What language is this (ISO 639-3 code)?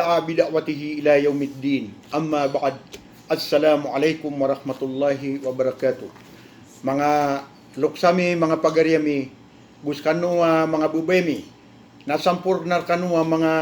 mrw